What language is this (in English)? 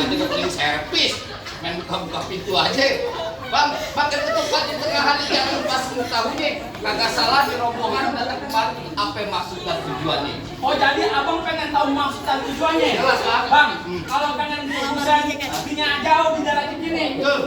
Betawi